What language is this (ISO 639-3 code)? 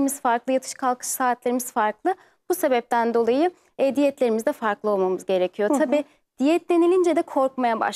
tur